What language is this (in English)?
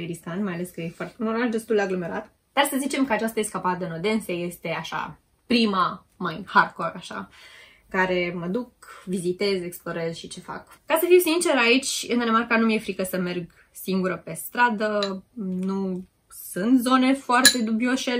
Romanian